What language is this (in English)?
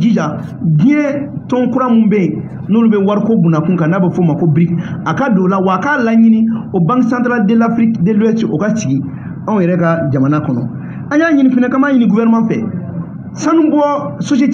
Bambara